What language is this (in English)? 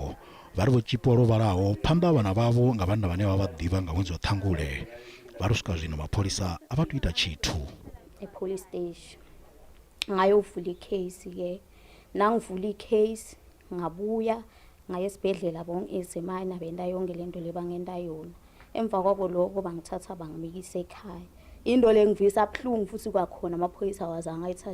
Venda